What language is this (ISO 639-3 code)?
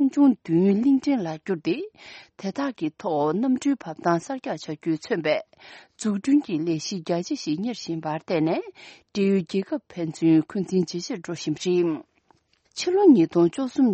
bod